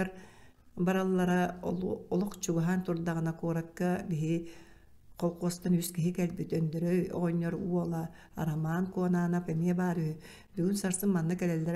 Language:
Yakut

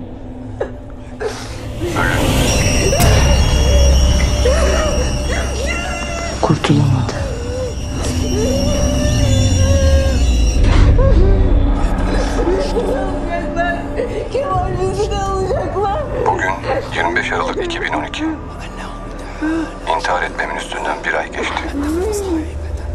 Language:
Turkish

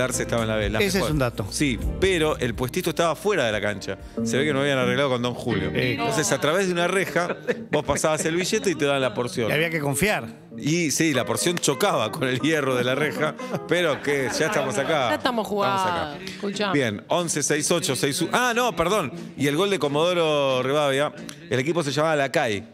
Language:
Spanish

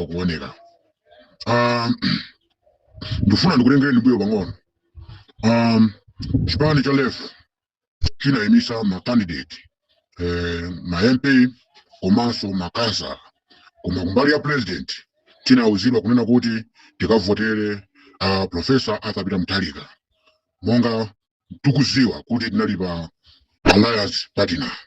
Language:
Nyanja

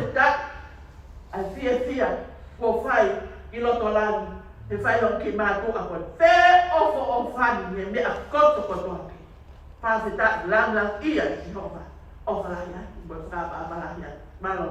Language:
Tongan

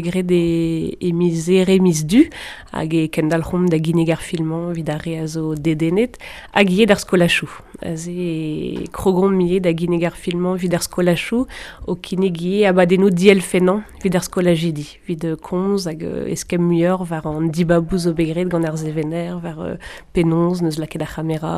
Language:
Breton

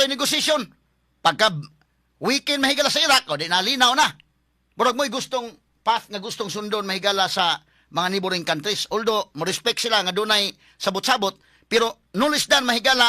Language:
Cebuano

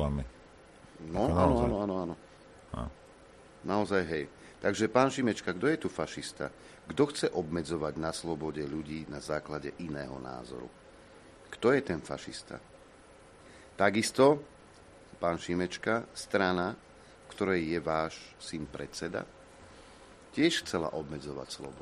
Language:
Slovak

